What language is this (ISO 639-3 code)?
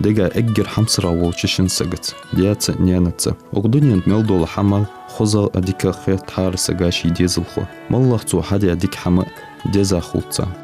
inh